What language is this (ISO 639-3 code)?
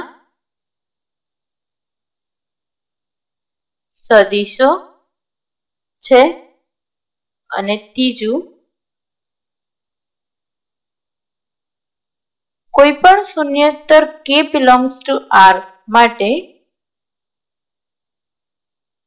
guj